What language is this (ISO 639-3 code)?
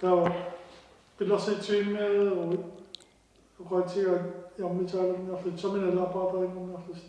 kal